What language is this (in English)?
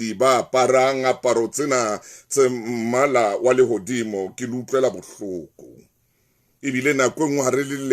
Southern Sotho